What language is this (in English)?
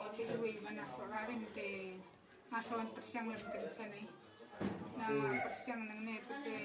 Khasi